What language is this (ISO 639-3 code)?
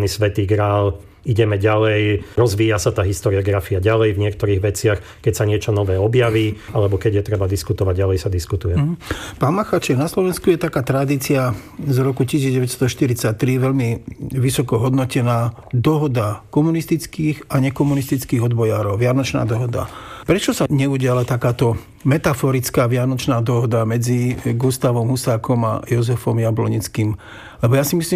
slk